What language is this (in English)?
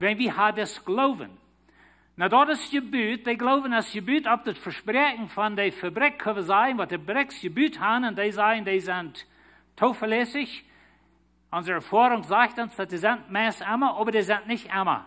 Plautdietsch